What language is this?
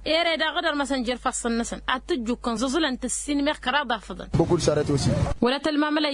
Tamasheq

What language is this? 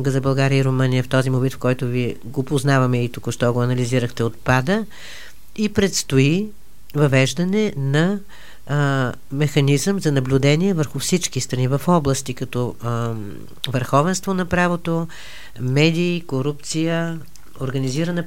Bulgarian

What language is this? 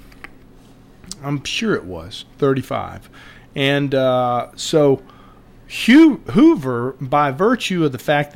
English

